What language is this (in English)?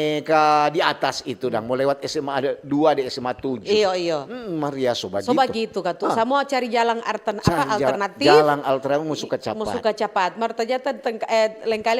Manado Malay